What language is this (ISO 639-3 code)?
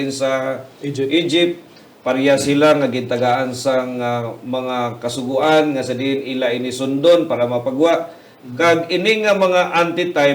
hil